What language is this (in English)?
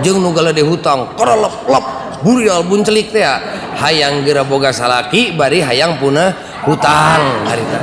Sundanese